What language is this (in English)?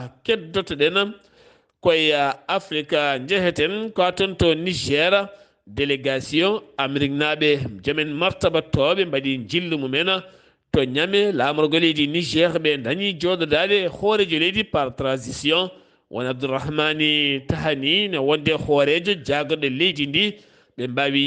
Fula